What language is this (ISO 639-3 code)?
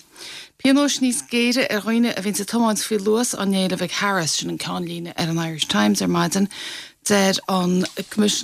gle